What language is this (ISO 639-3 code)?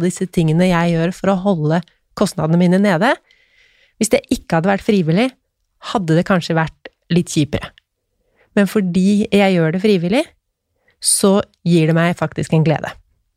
nor